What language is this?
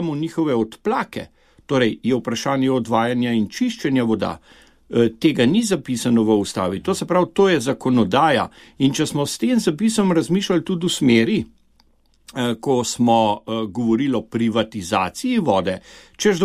Slovenian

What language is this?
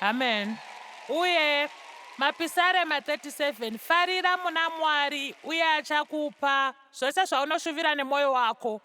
Shona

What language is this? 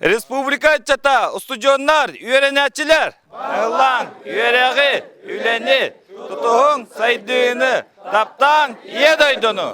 Yakut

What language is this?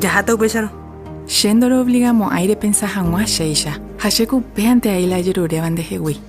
Guarani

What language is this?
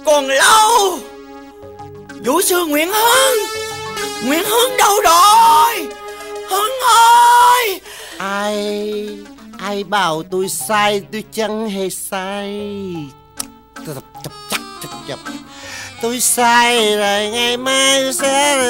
Vietnamese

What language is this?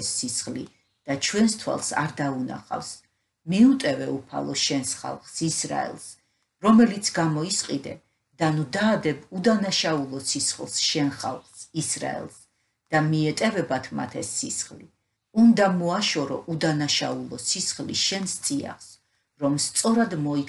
Georgian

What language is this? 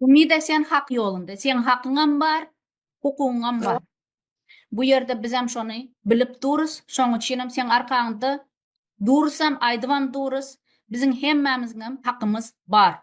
Turkmen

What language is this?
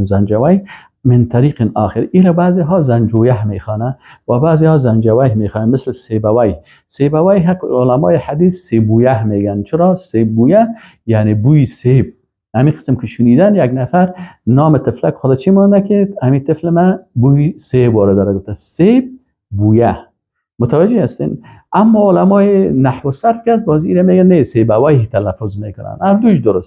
Persian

